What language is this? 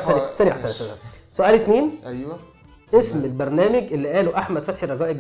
Egyptian Arabic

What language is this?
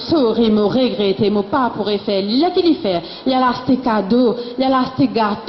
Morisyen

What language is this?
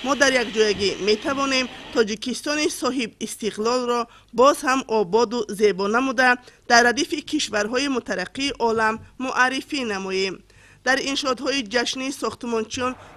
Tajik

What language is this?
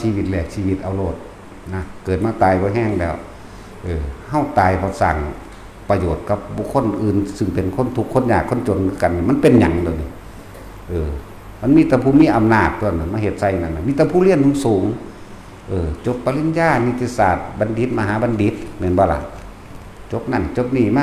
Northeastern Thai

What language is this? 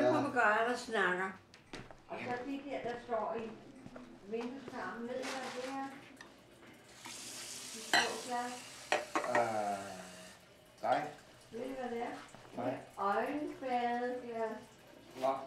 Danish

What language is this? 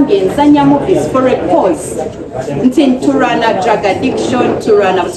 Ganda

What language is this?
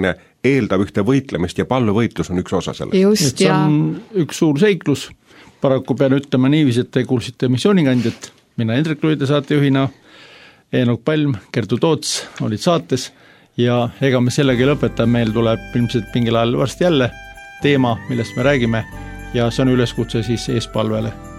Estonian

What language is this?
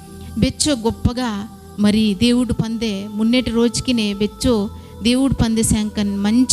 Koya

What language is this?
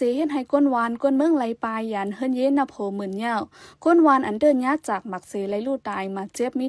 Shan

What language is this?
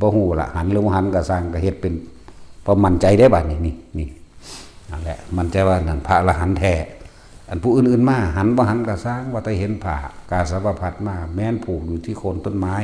Northeastern Thai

